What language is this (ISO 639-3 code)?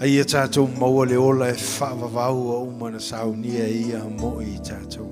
smo